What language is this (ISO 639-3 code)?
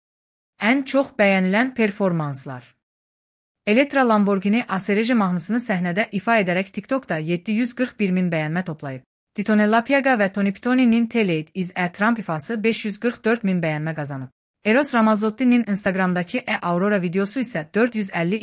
aze